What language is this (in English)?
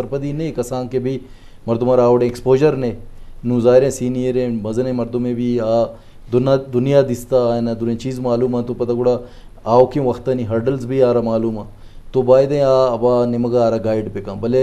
Eastern Balochi